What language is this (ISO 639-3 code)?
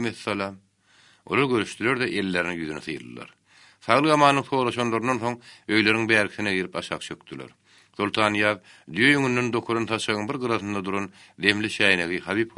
tuk